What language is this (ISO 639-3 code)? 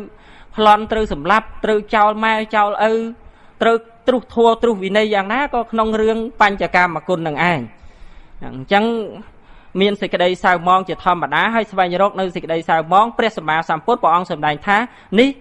khm